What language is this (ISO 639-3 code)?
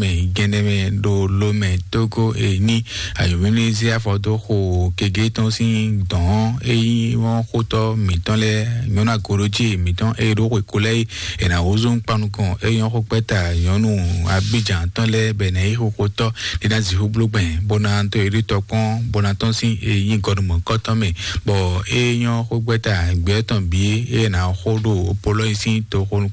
fon